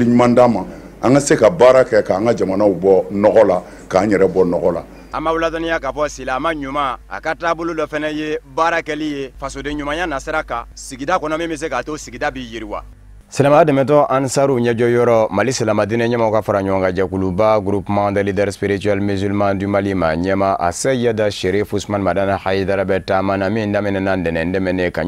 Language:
Bambara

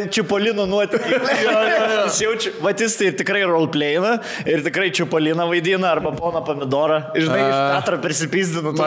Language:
Lithuanian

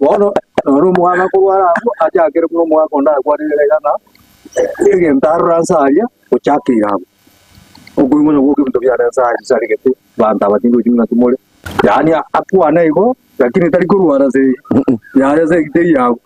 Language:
Gusii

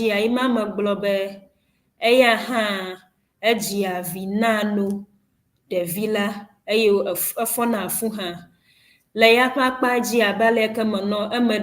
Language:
Ewe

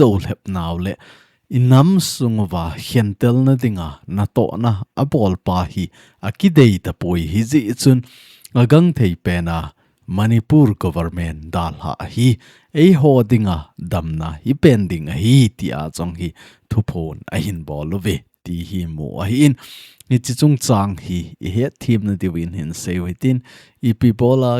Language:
Thado Chin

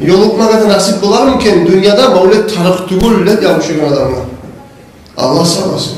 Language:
Kumyk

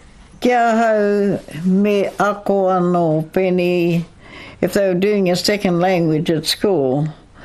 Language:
Māori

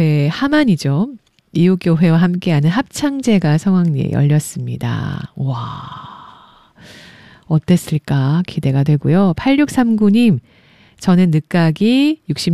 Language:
Korean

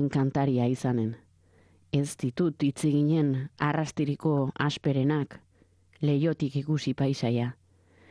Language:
Basque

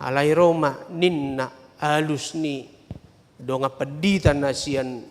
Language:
Batak Toba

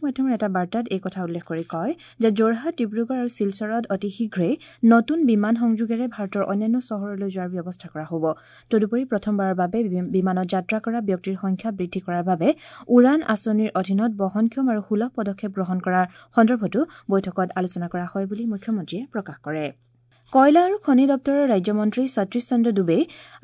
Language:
Assamese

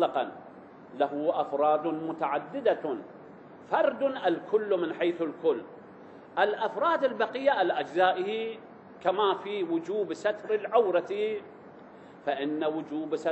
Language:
Arabic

